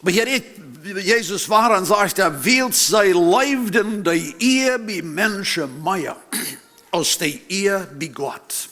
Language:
Plautdietsch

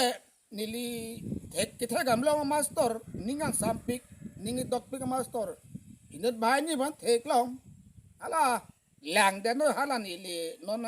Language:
Karbi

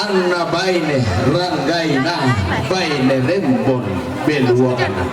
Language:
Toraja-Sa'dan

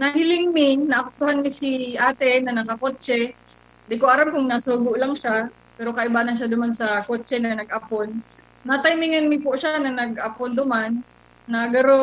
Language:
Bikol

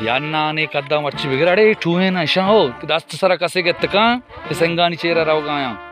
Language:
Baluchi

